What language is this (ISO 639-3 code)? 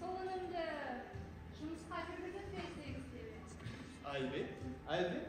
kaa